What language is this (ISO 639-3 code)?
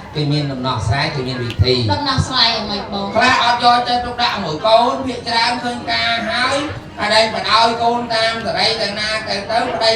khm